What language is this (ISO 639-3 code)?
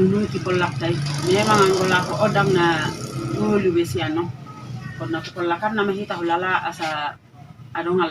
bbc